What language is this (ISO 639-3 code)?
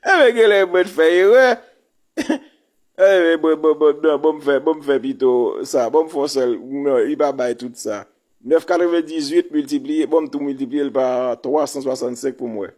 hat